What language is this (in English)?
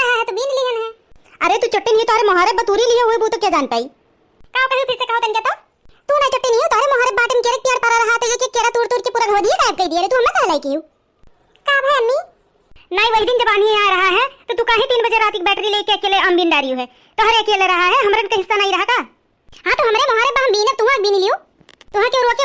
Awadhi